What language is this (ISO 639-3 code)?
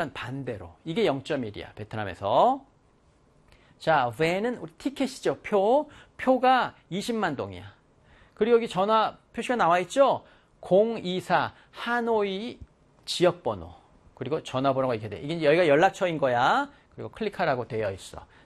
kor